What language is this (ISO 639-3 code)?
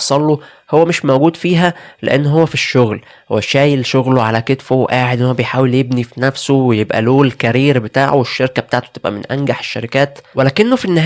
arz